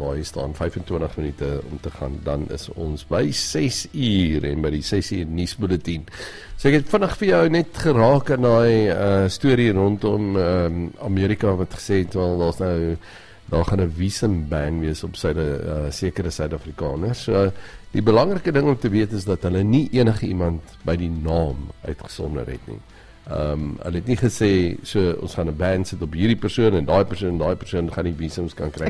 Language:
Afrikaans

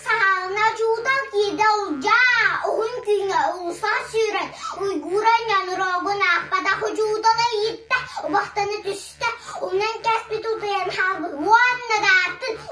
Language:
Yakut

